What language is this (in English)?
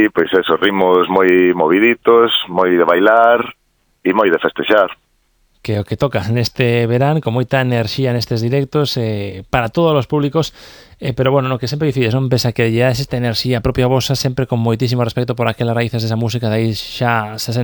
Galician